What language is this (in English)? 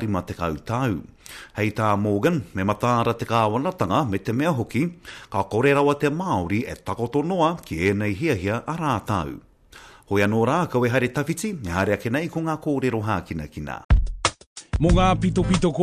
Māori